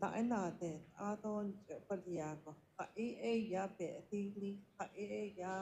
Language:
Navajo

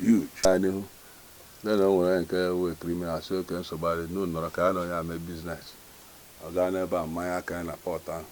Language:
Igbo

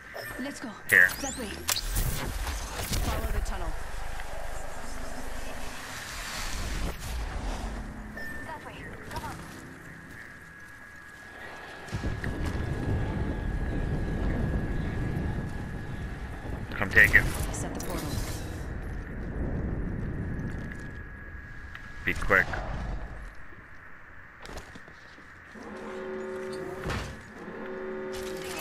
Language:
English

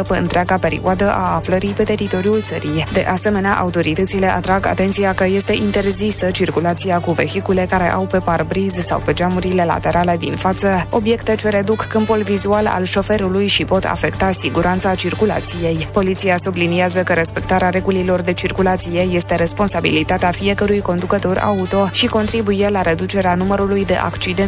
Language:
Romanian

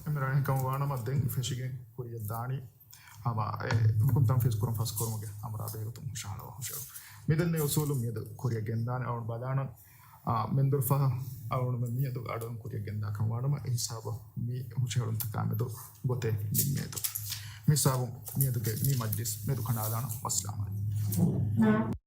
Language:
Divehi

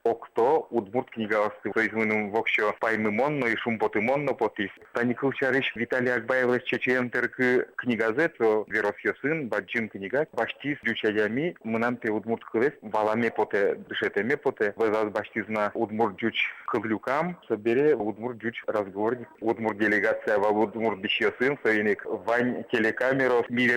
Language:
Udmurt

